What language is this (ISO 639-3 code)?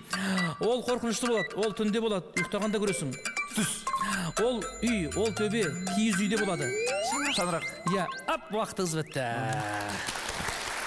kaz